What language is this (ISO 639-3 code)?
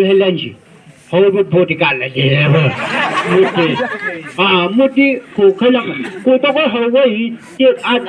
nbc